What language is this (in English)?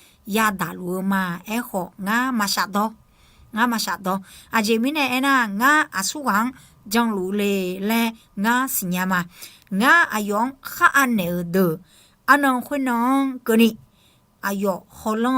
Akha